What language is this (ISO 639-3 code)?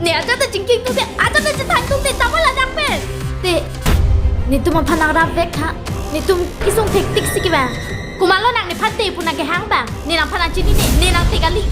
mjw